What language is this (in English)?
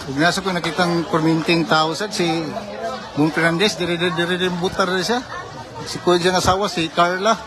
Cebuano